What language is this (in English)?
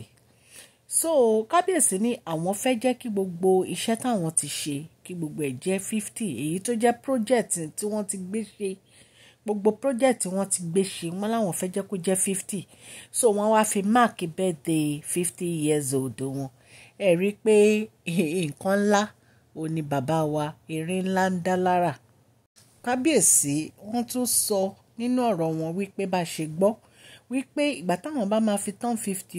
Yoruba